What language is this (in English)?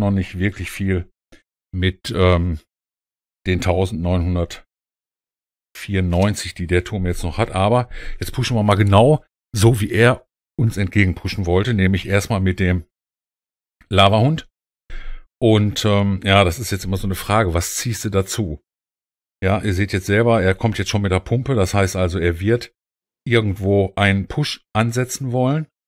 German